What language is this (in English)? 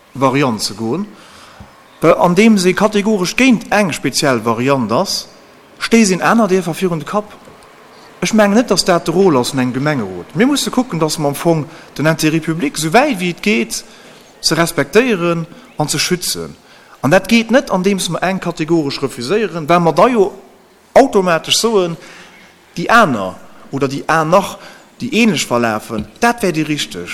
Luxembourgish